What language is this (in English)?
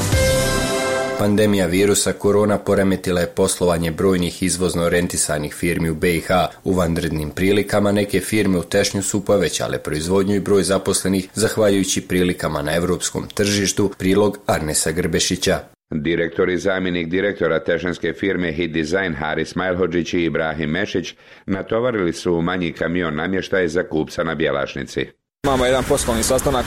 Bosnian